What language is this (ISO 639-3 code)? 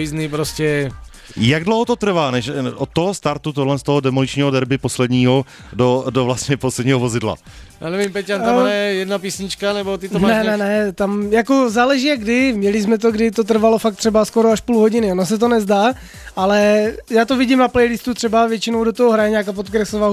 ces